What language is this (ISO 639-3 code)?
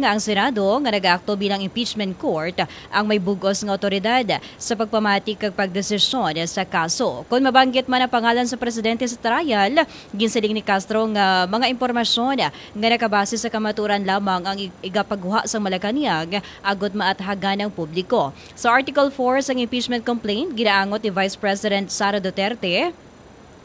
hil